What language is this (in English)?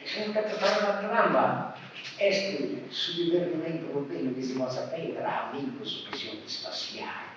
Sardinian